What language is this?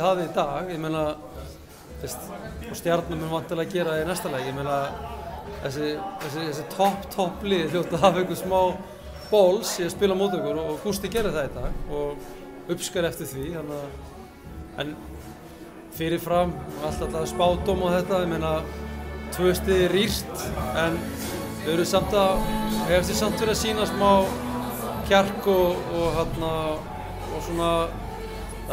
Icelandic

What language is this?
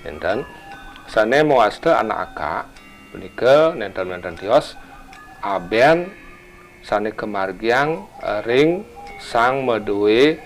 Balinese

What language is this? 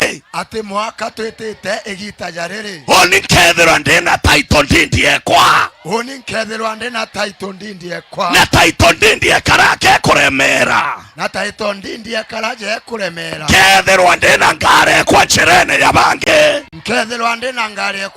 Meru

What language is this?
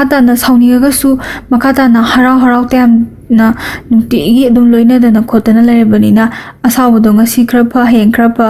Manipuri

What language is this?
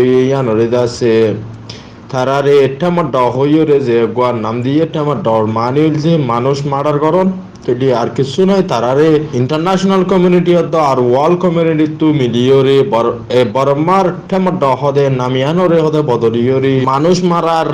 Rohingya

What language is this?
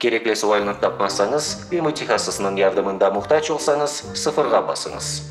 Crimean Tatar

